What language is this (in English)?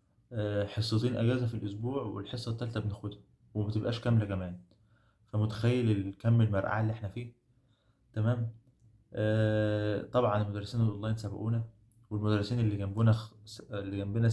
Egyptian Arabic